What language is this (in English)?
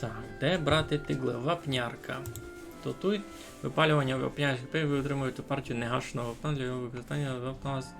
Rusyn